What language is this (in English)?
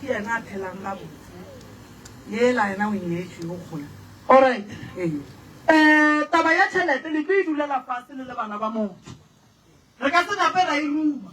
Northern Sotho